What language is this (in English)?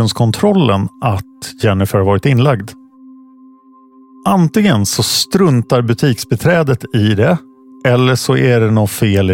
Swedish